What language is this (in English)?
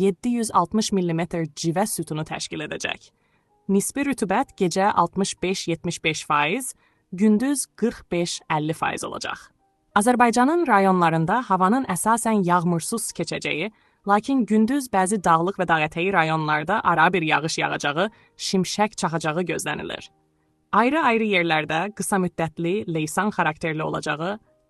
Azerbaijani